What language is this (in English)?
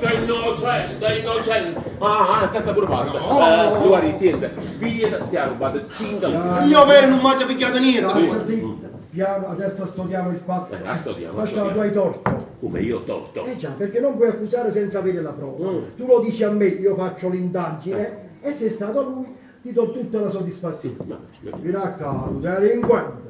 Neapolitan